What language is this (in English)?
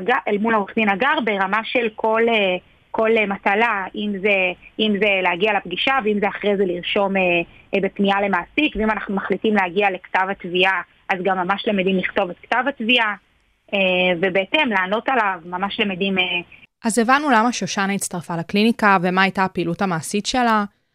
Hebrew